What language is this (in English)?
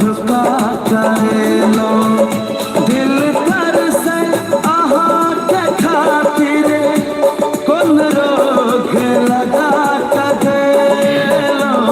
Maithili